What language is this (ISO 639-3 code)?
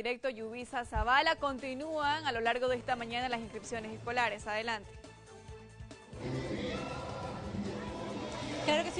spa